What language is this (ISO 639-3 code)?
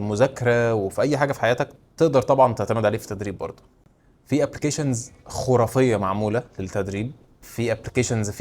arz